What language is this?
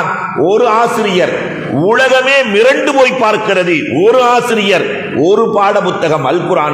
Tamil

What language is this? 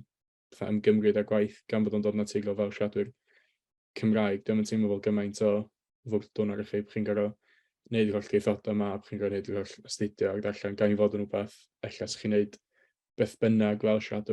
Welsh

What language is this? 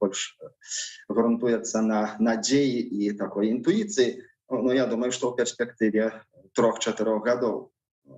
Belarusian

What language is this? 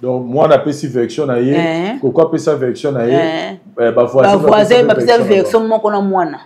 Lingala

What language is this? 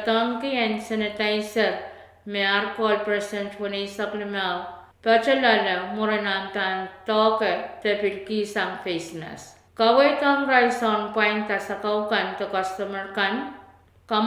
Pohnpeian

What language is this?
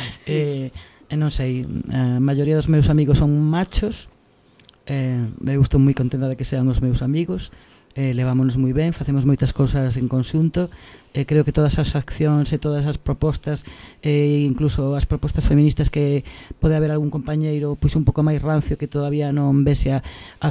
Galician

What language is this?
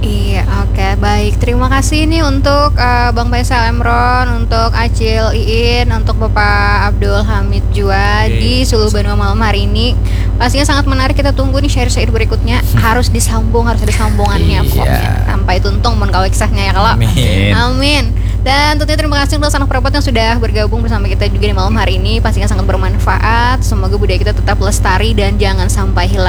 Banjar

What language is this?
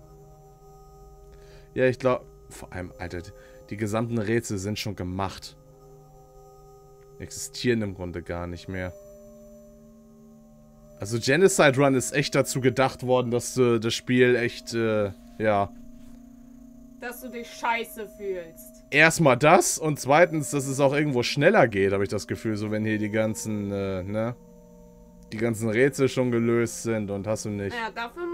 German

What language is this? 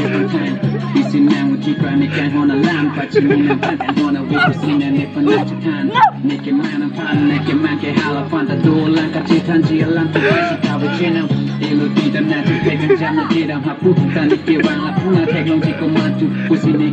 Karbi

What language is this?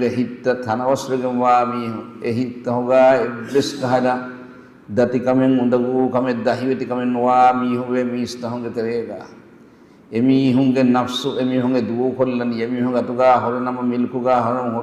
Divehi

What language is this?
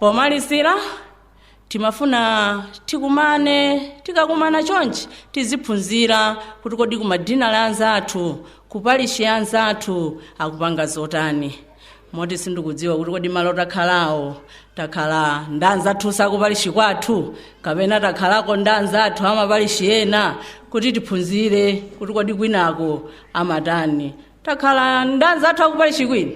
Nyanja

